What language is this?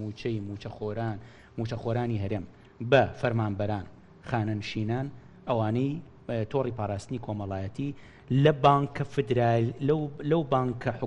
Central Kurdish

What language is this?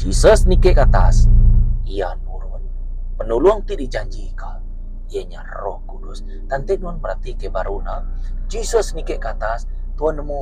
Iban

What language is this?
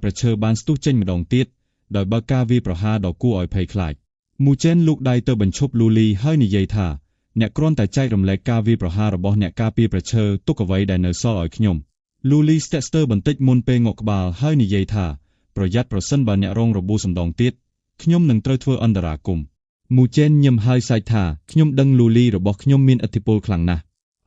Khmer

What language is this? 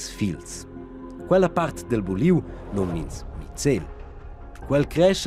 Romansh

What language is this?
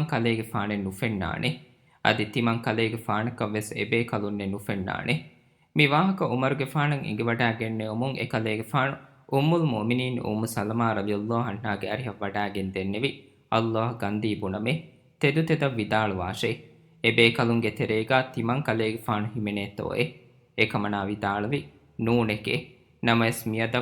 Divehi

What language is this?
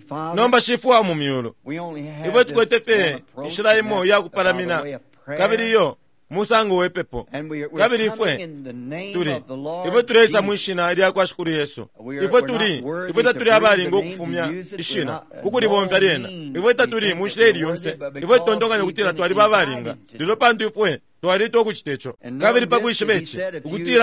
Bemba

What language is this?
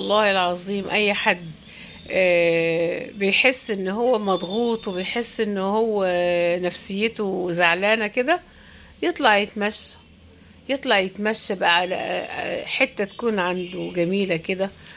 Egyptian Arabic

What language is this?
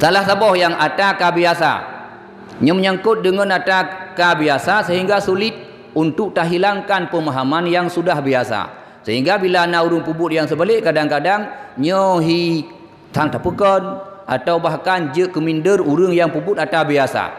Achinese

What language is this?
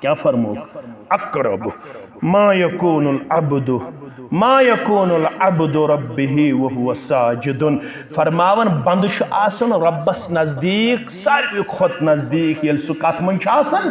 Kashmiri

